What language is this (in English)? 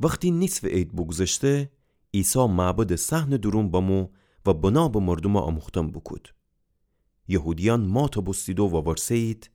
Gilaki